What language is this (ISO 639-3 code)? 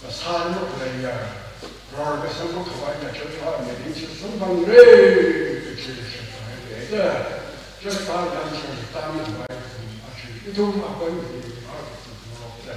nmf